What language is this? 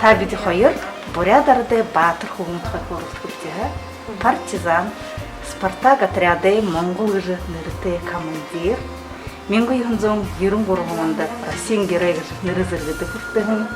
Buriat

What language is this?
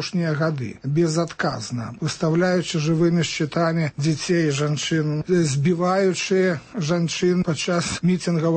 Belarusian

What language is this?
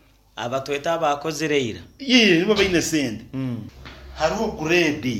Nyankole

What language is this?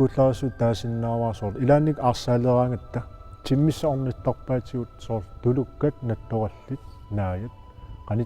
Kalaallisut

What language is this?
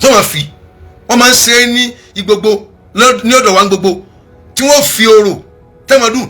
Yoruba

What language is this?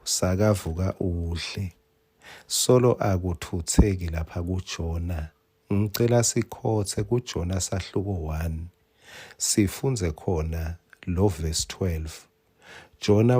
Swati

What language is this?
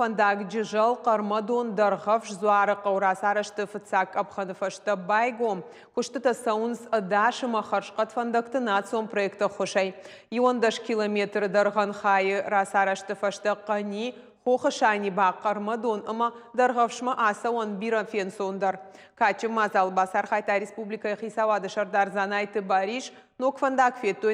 Ossetic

